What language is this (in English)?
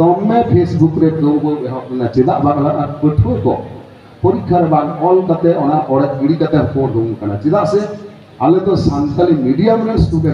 Santali